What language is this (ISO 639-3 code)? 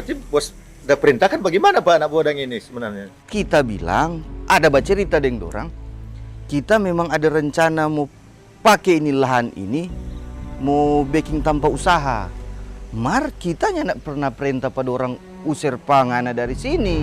xmm